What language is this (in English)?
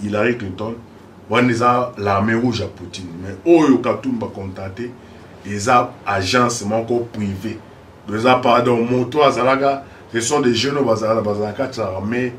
Lingala